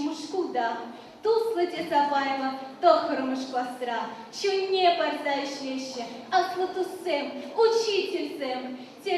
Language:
Chuvash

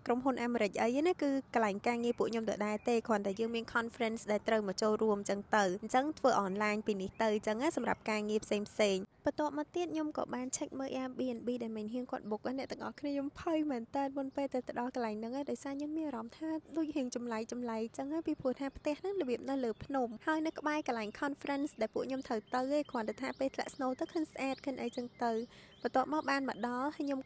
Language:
Khmer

